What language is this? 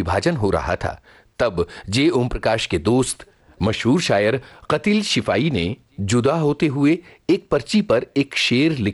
Hindi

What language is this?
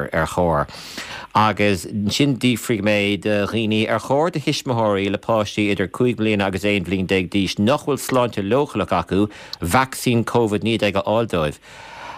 Irish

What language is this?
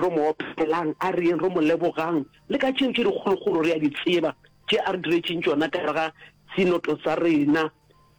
Northern Sotho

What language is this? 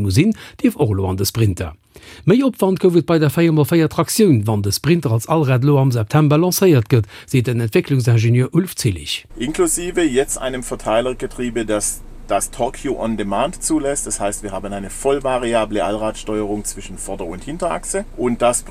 Luxembourgish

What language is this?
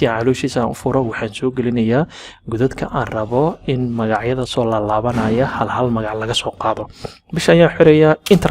Somali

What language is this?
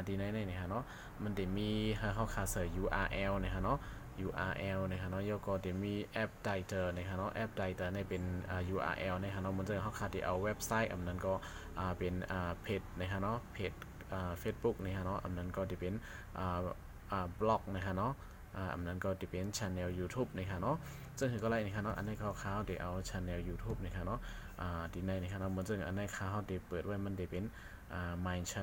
Shan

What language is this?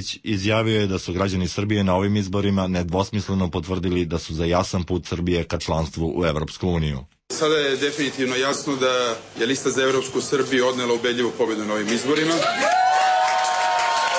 Serbian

